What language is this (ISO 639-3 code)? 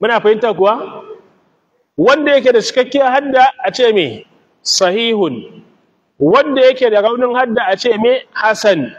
hau